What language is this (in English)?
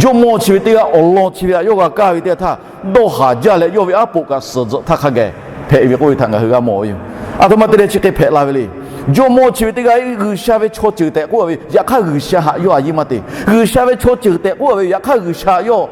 Lahu